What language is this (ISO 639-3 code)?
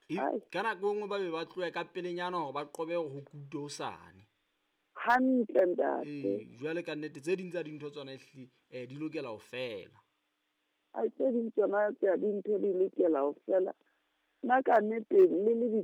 sot